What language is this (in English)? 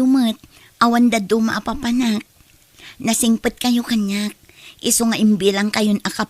Iloko